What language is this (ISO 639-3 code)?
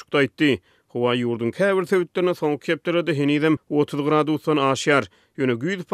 tuk